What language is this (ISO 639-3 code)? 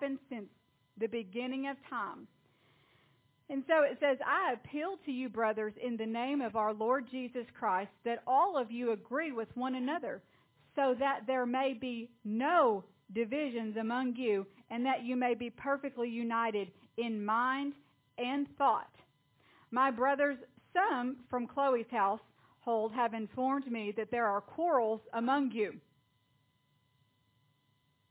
eng